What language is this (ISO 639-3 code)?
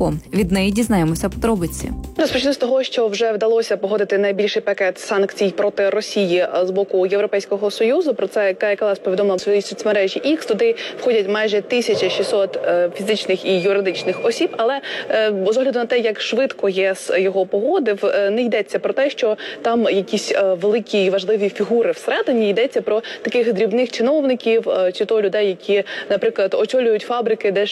ukr